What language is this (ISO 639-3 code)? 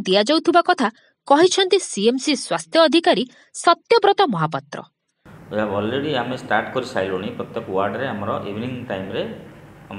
ori